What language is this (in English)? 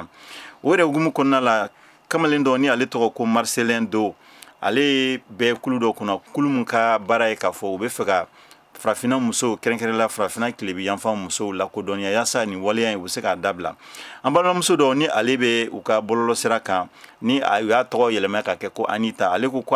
Bambara